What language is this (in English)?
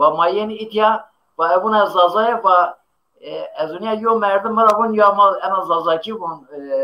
Zaza